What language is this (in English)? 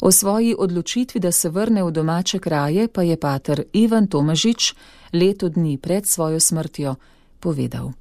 Slovenian